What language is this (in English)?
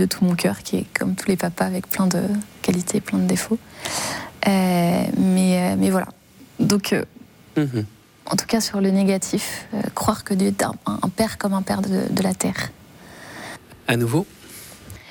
French